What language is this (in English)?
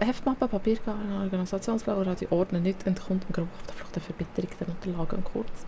Swiss German